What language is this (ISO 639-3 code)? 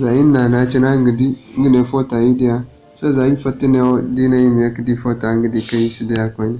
dje